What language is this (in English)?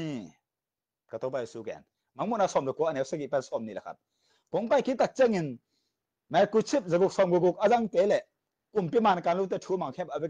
Tedim Chin